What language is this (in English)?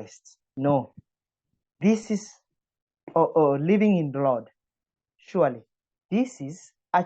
English